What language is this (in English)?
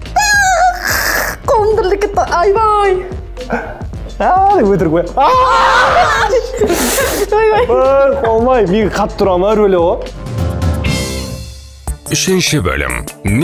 Kazakh